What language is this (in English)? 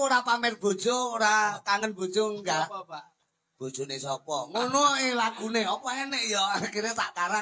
Javanese